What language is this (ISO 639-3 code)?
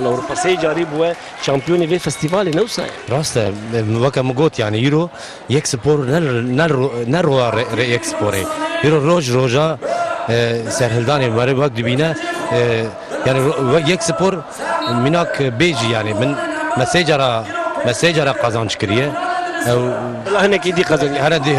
kur